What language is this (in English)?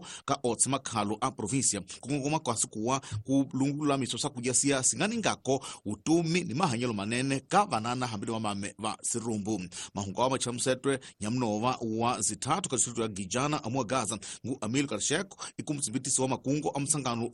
Tsonga